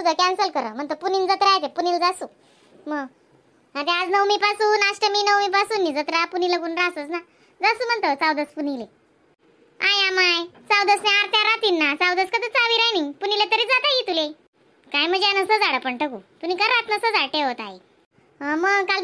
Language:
Khandesi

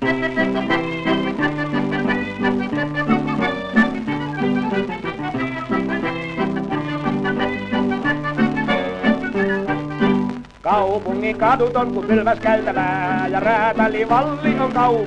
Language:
Finnish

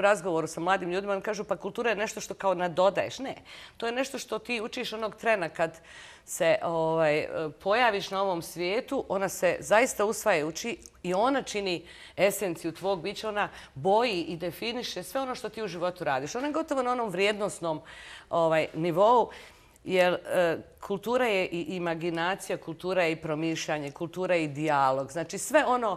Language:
Bosnian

